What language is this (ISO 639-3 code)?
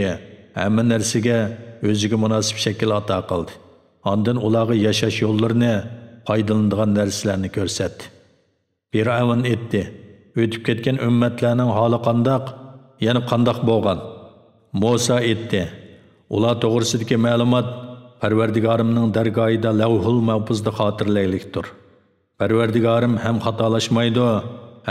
uig